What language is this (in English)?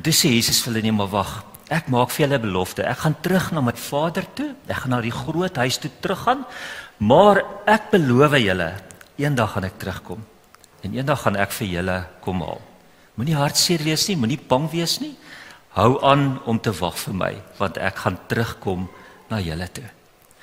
Afrikaans